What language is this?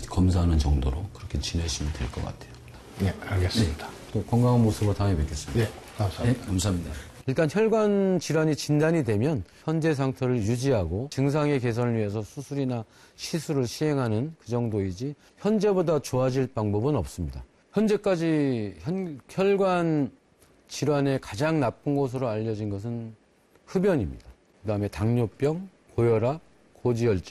Korean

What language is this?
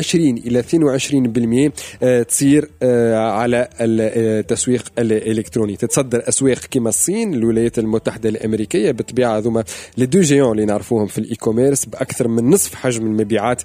Tunisian Arabic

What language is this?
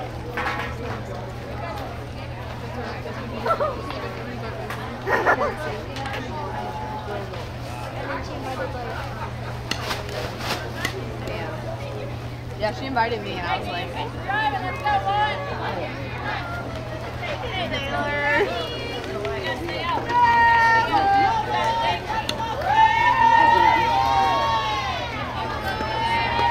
English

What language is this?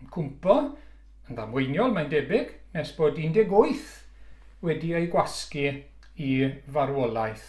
Welsh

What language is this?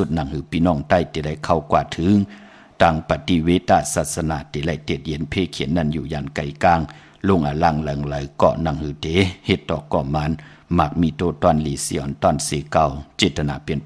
Shan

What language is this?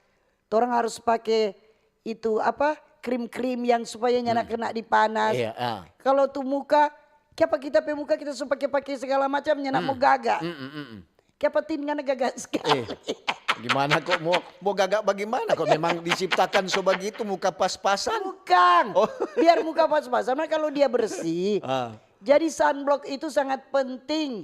Manado Malay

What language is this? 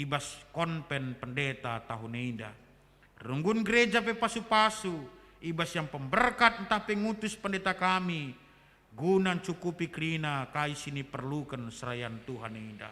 Batak Karo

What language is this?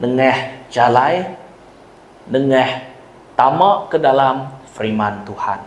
Iban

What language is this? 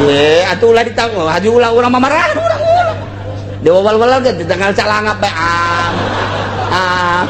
Sundanese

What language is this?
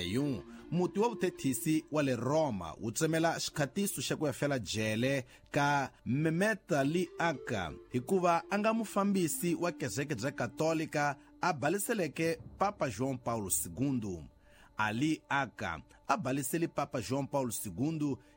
Tsonga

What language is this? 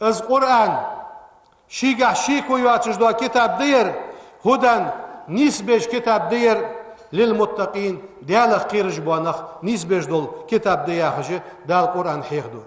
Ingush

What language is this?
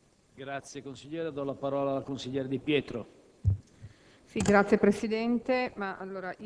Italian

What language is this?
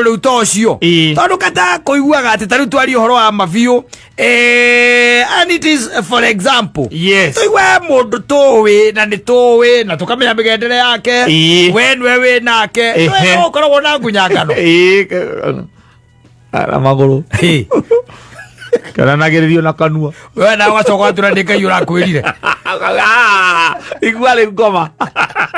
Kikuyu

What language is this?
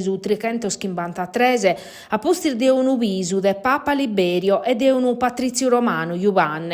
Sardinian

